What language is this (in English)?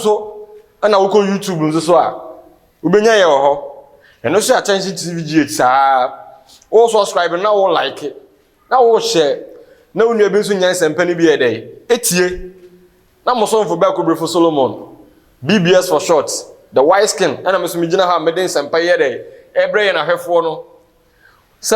Akan